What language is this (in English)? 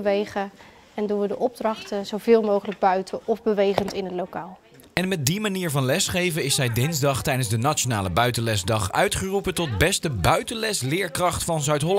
Dutch